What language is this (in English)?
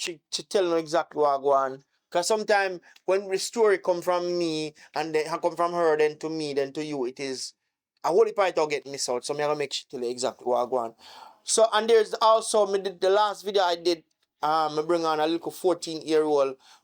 Jamaican Creole English